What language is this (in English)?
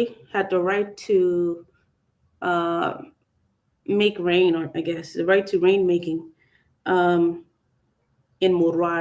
Acoli